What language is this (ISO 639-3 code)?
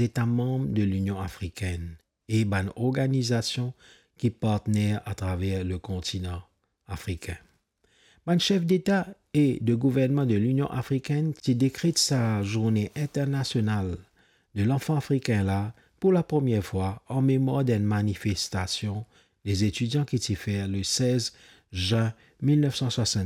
mfe